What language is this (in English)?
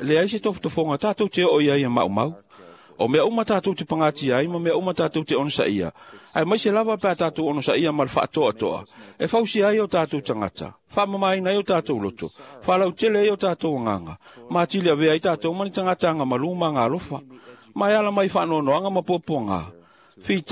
Samoan